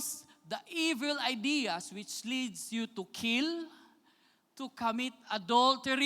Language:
Cebuano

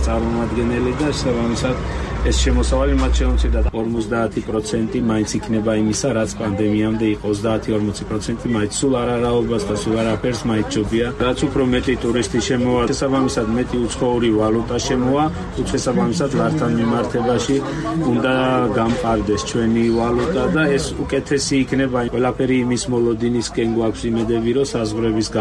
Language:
Georgian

